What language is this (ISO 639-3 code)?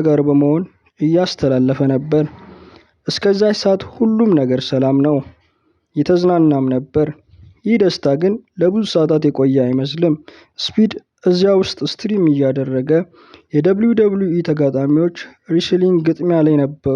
amh